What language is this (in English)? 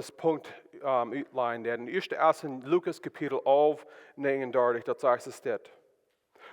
Plautdietsch